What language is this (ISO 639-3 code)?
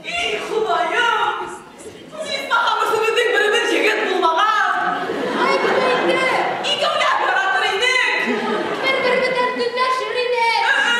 bak